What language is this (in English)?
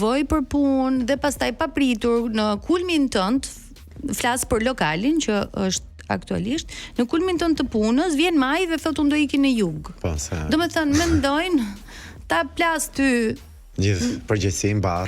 Albanian